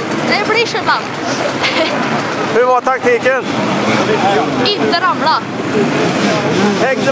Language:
Swedish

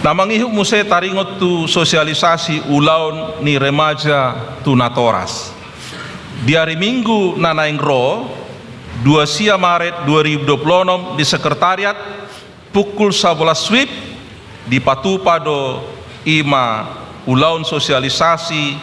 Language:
Batak Toba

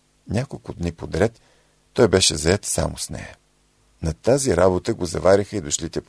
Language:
Bulgarian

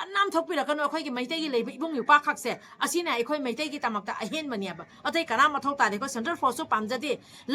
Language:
Manipuri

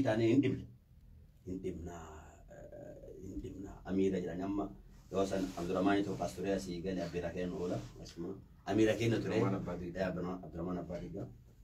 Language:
Oromo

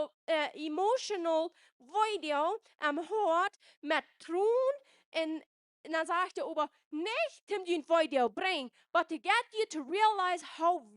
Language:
Plautdietsch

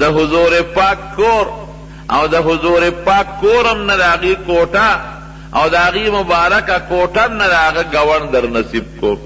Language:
Pashto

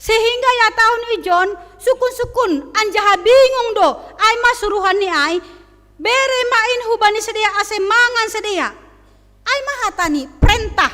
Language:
Batak Simalungun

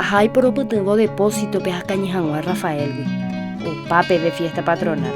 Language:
Guarani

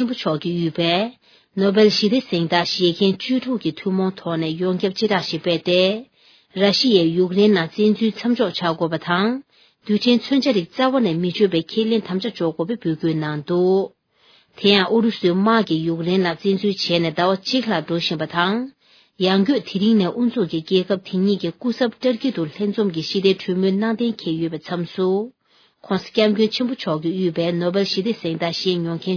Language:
Tibetan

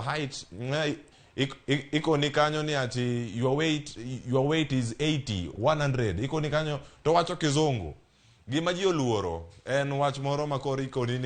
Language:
Luo (Kenya and Tanzania)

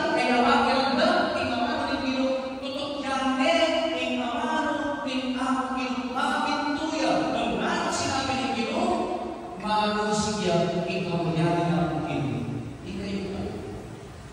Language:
Pampanga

